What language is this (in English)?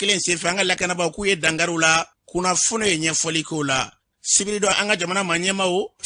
Bambara